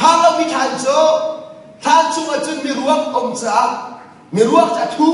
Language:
Hakha Chin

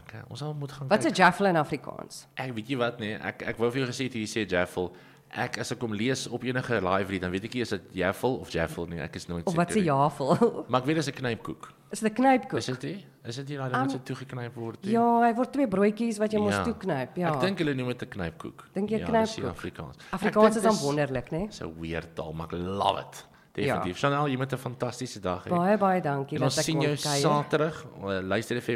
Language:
Afrikaans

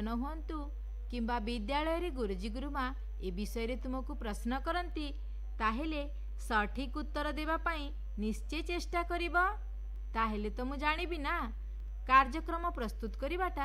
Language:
Odia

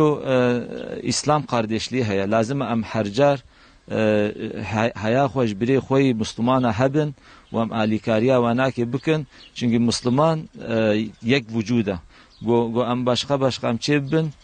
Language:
Kurdish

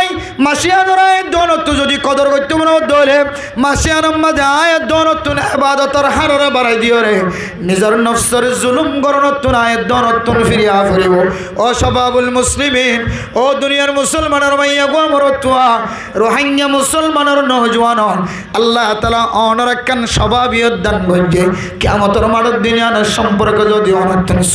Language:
Rohingya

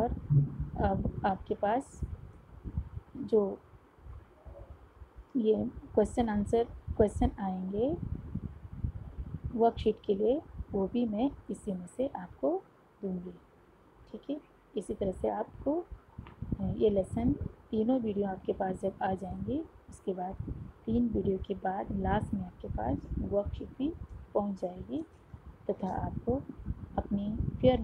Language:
Hindi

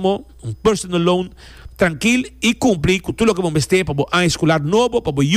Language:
Papiamento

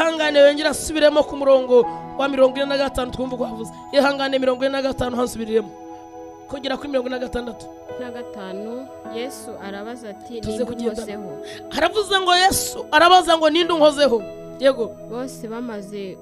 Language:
Kinyarwanda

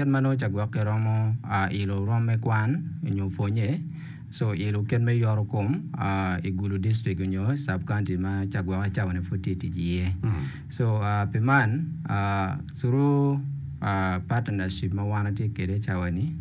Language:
Acoli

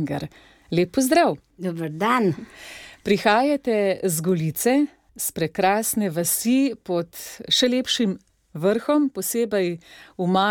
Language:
Slovenian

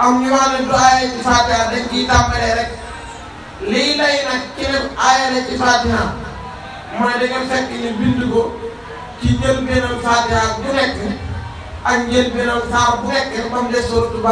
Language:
Wolof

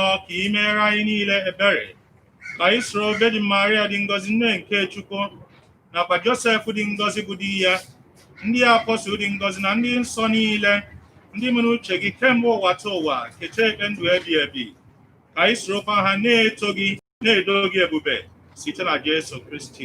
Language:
Igbo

